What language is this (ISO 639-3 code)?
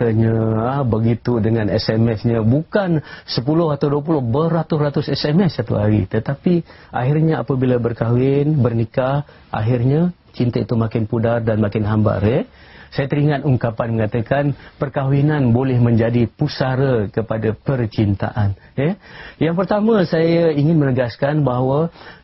msa